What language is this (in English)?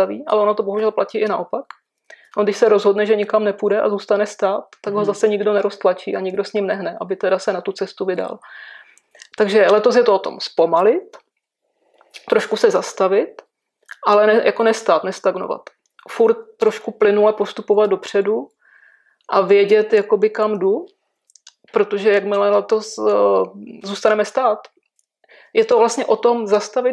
Czech